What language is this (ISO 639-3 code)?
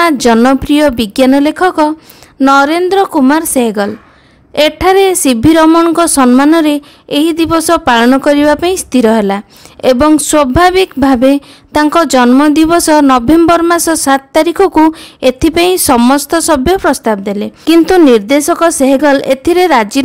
ori